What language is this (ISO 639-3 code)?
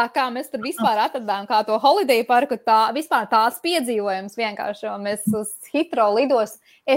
lav